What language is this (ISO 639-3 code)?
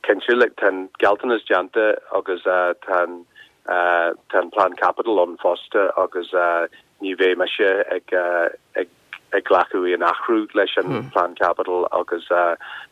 gle